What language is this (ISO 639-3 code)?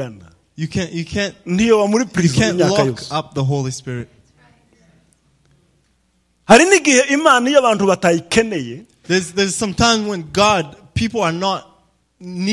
run